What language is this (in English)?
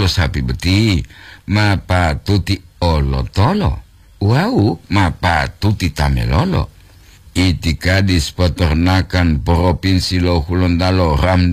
Gorontalo